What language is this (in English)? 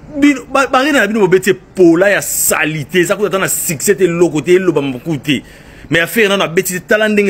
Lingala